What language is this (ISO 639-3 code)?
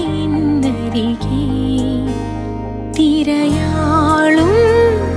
mal